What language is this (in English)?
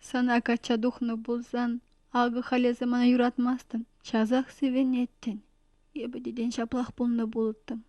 Chuvash